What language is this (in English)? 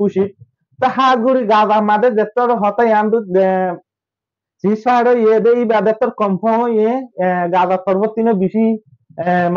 Rohingya